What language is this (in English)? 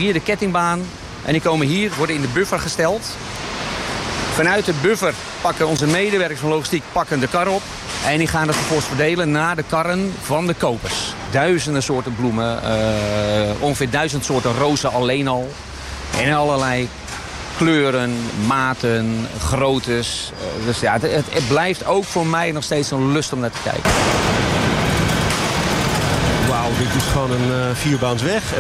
Dutch